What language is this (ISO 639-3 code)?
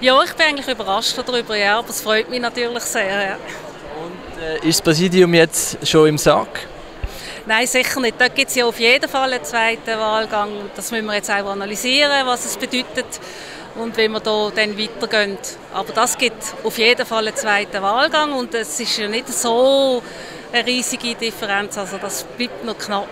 gsw